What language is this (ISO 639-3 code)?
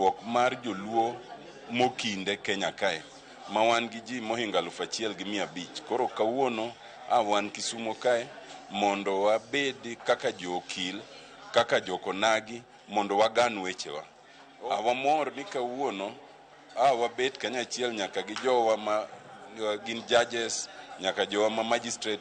luo